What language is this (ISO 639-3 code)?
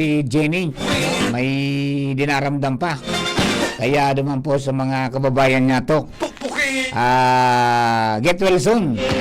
bik